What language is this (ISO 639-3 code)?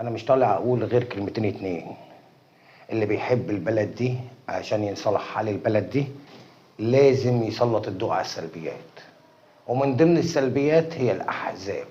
arz